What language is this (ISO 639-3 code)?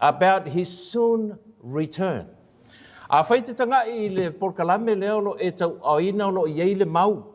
smo